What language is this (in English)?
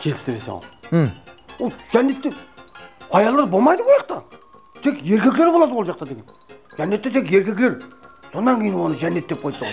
Kara-Kalpak